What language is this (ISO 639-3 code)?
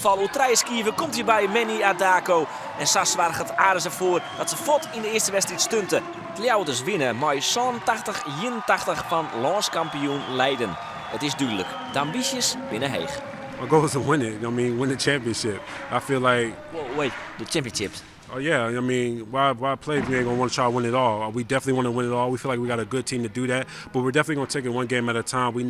fry